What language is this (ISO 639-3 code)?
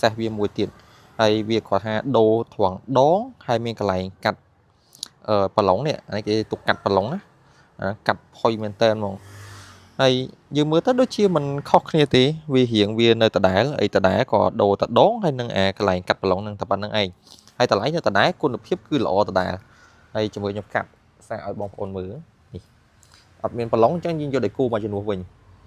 khm